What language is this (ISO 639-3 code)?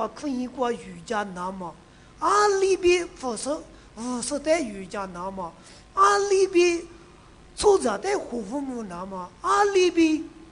lis